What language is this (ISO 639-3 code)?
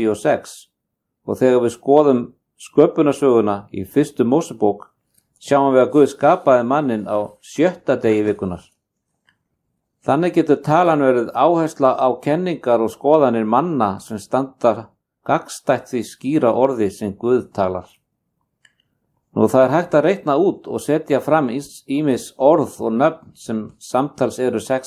isl